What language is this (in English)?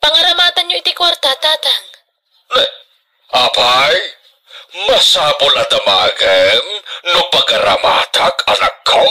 Iloko